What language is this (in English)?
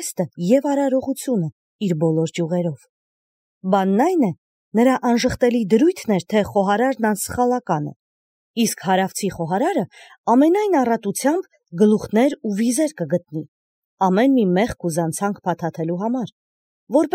Armenian